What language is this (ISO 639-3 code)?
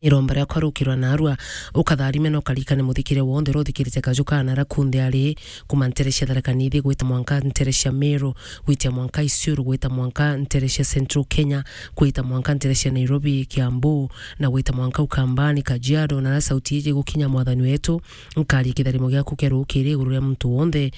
mer